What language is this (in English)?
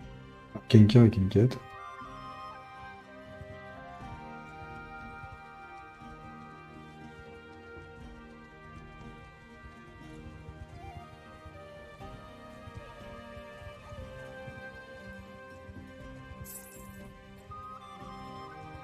French